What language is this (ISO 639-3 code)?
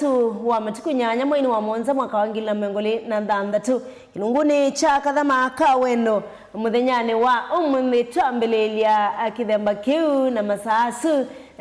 kam